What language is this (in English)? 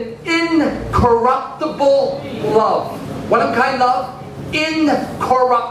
Tok Pisin